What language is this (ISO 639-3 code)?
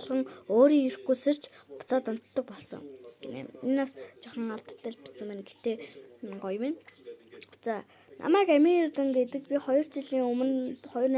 mon